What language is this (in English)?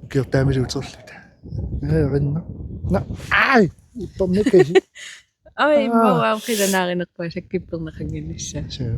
Kalaallisut